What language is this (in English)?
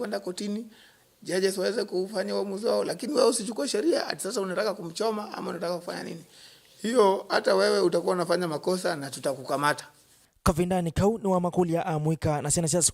Kamba